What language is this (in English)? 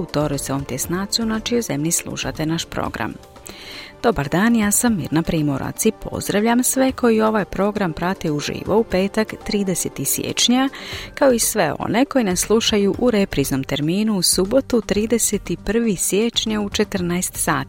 Croatian